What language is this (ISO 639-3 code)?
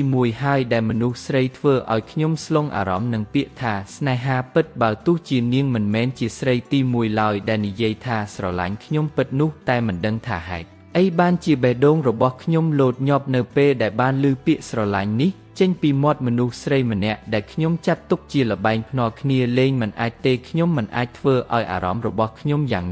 khm